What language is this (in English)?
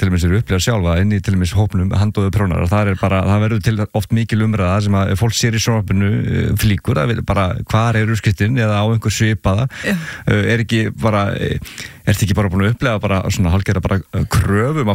Icelandic